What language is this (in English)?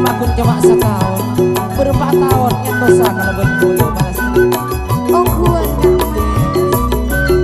Madurese